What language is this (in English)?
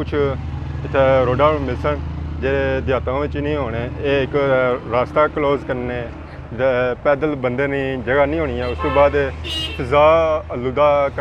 Pahari-Potwari